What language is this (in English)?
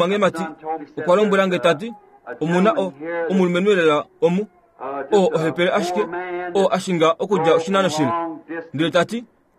Kuanyama